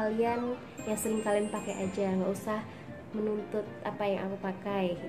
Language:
Indonesian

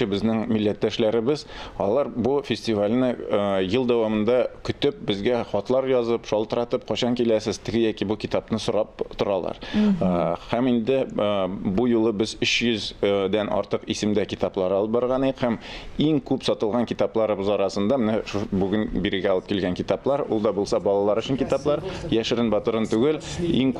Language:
Tatar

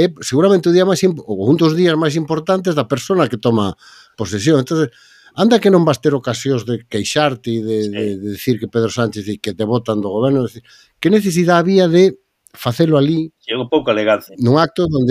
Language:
Galician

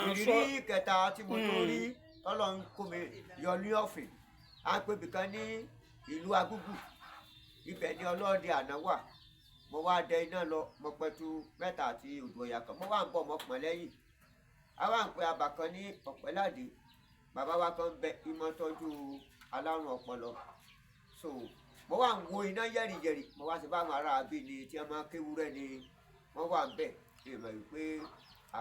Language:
Yoruba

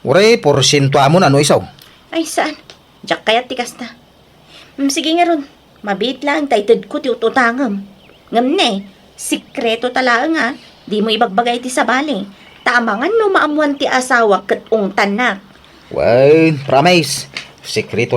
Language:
Iloko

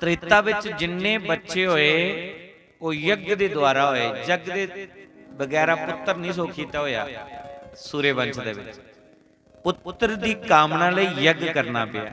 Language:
Dogri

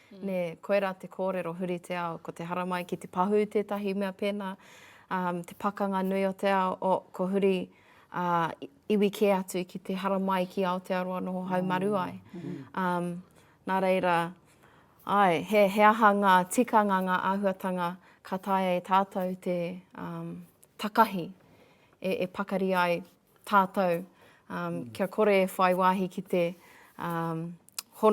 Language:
Māori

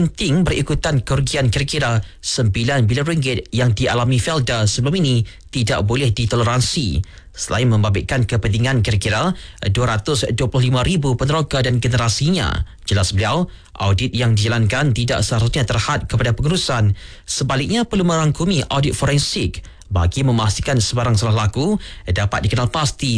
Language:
Malay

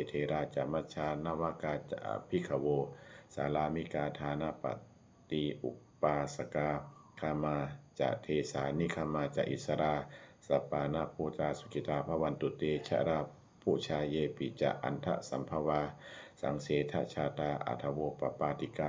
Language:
Pali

